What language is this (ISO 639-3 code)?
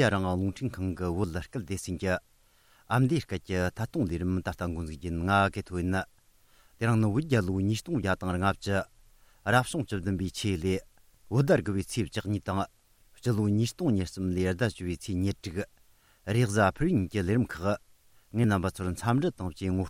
bod